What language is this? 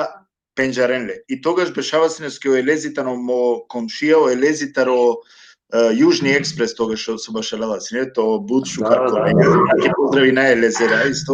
Balkan Romani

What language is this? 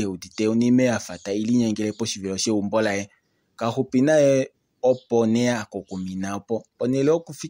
Kuanyama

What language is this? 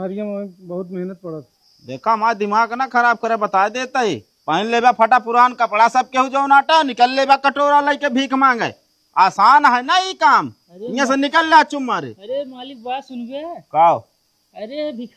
Awadhi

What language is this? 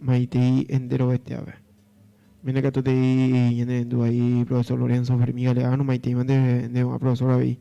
Guarani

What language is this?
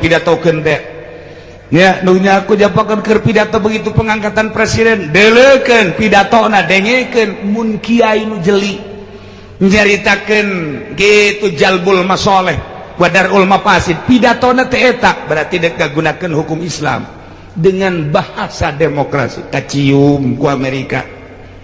Sundanese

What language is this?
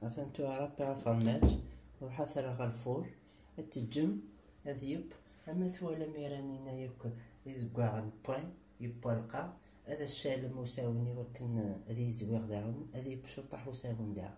Kabyle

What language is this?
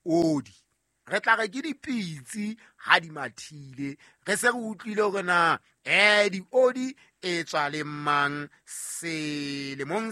Southern Sotho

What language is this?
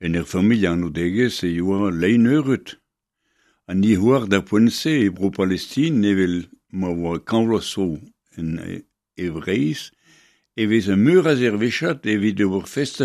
Breton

